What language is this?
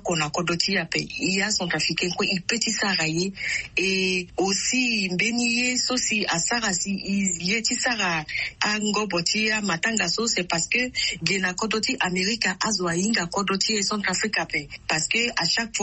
Sango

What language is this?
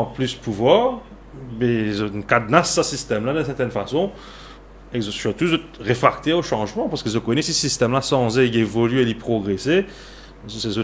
Morisyen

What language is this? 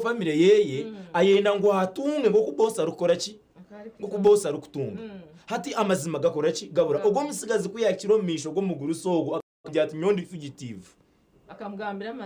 Nyankole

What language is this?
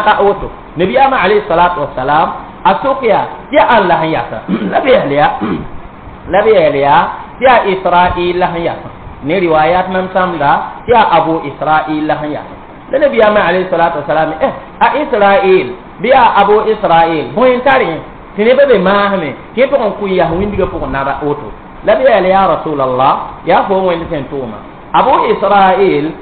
Mossi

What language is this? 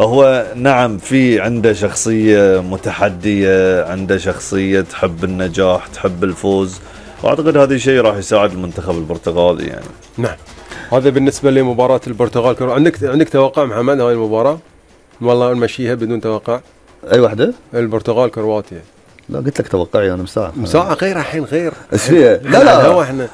Gulf Arabic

